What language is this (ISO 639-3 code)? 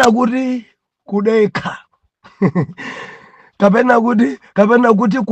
nya